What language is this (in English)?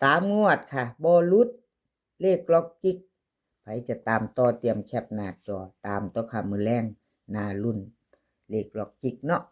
Northeastern Thai